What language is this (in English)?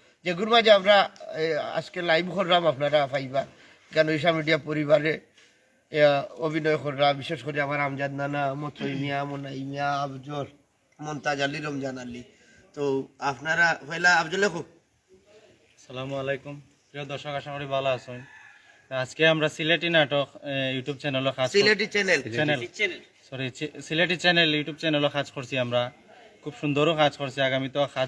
Sylheti